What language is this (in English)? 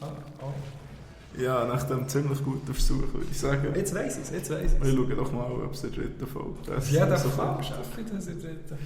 Swiss German